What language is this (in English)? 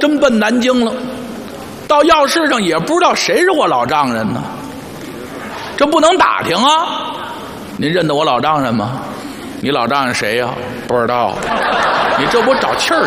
Chinese